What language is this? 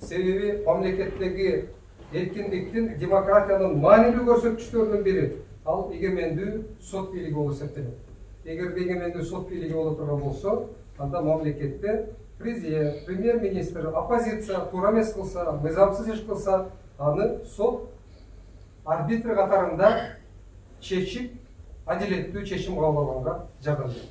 Kyrgyz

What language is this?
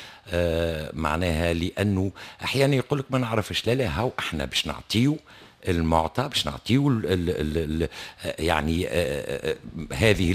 Tunisian Arabic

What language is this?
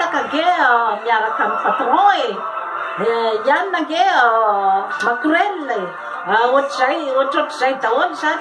Malagasy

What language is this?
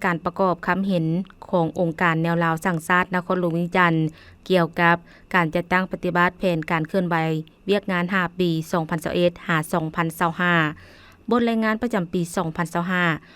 Lao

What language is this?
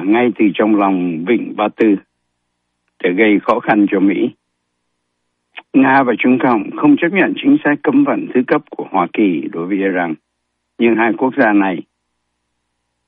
Vietnamese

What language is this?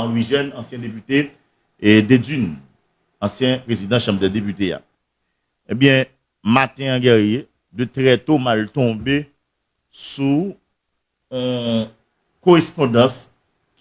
Haitian Creole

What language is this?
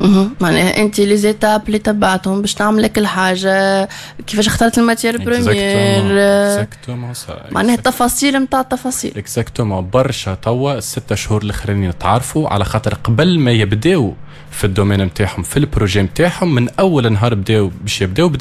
Tunisian Arabic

